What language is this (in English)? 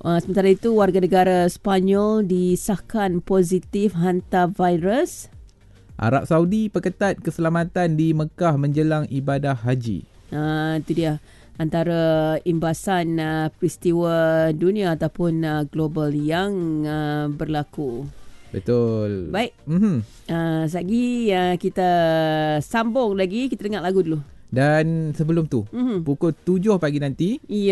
Malay